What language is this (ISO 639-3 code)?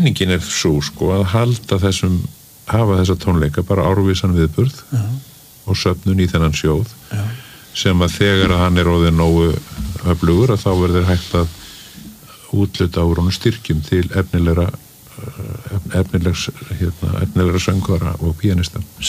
isl